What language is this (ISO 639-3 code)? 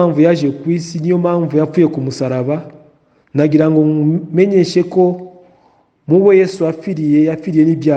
kin